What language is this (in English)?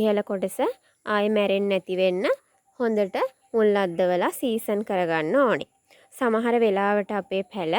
Sinhala